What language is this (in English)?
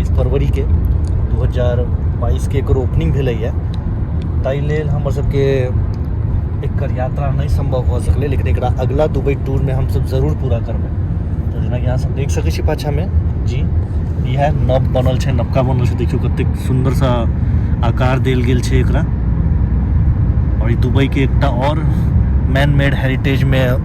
Maithili